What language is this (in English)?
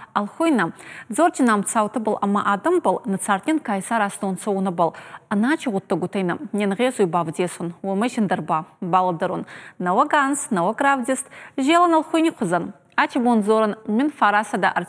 Ossetic